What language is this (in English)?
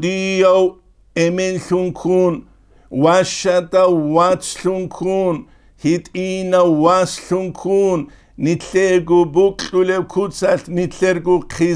Avaric